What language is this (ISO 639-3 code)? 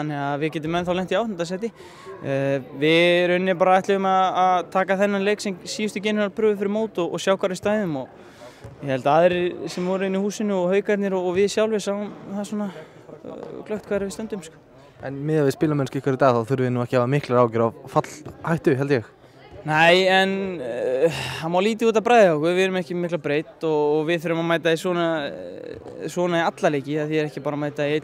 isl